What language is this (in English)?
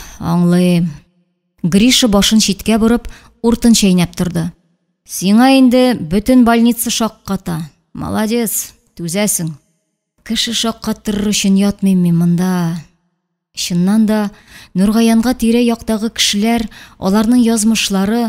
Tatar